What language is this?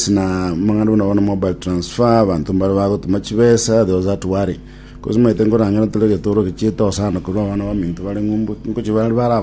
Gusii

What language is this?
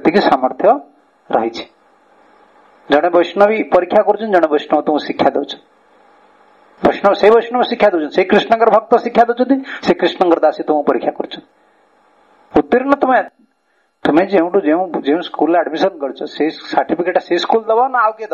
Odia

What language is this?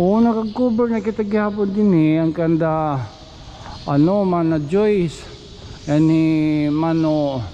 Waray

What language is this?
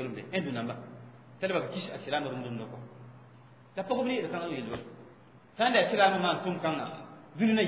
Mossi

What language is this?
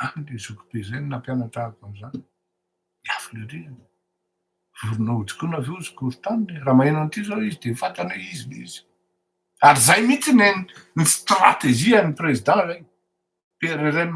Malagasy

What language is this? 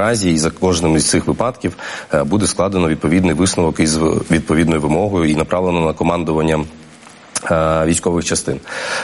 Ukrainian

